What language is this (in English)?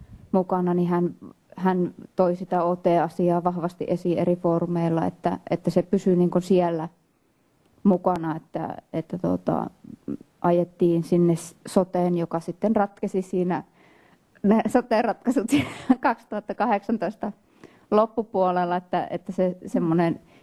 Finnish